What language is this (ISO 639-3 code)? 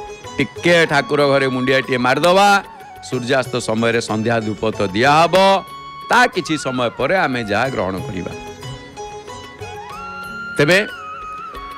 ori